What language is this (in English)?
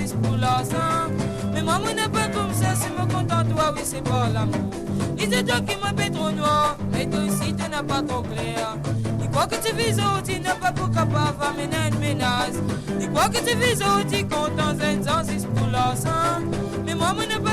Morisyen